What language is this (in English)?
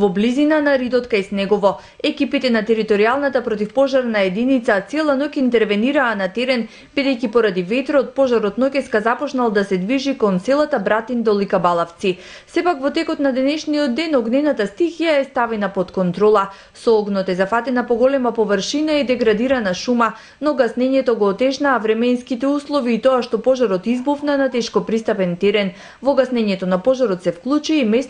Macedonian